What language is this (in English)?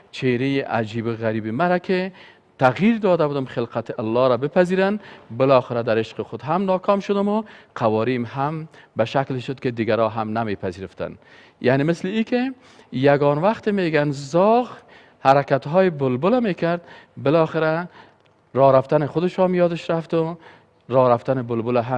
Persian